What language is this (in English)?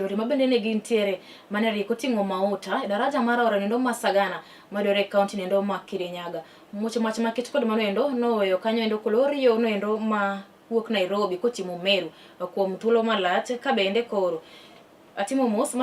Luo (Kenya and Tanzania)